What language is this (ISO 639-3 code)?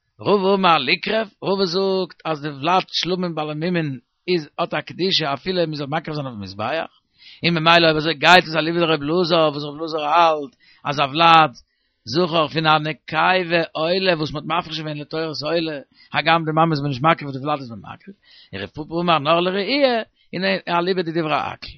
yid